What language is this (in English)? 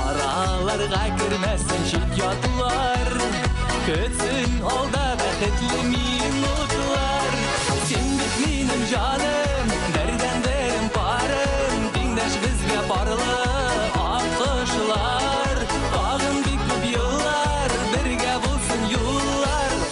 Bashkir